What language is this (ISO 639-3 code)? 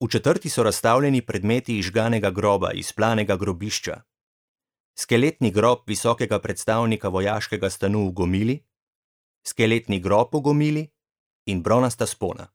slv